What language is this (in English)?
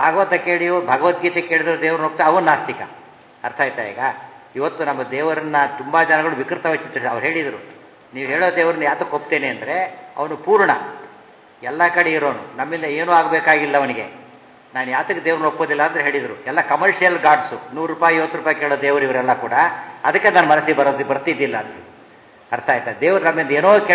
Kannada